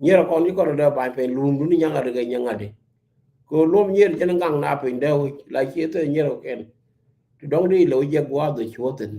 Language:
Nuer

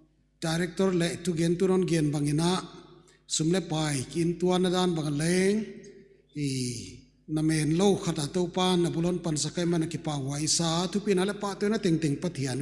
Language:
Paite Chin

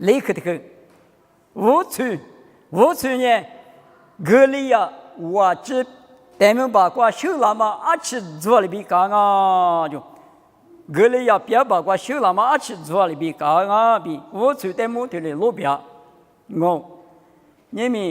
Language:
Lisu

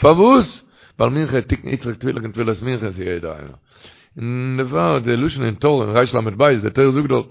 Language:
Yiddish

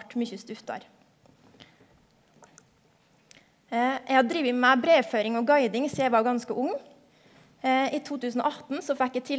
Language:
Norwegian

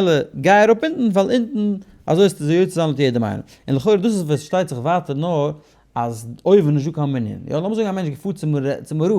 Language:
Yiddish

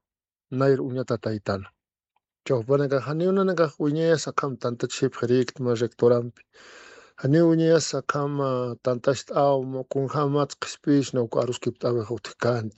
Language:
Aymara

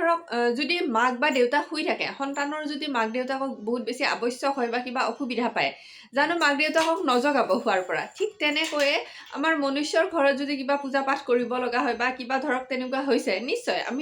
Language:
Assamese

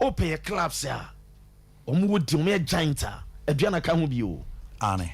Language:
Akan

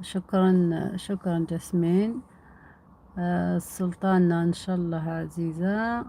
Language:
Algerian Arabic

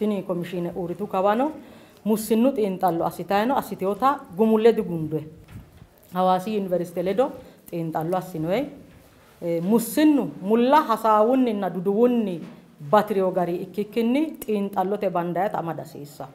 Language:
Sidamo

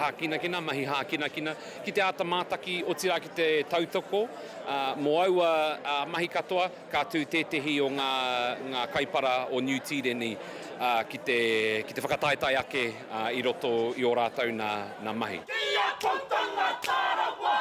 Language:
Māori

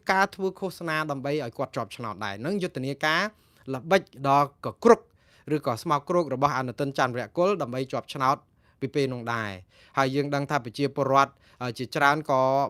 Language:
Khmer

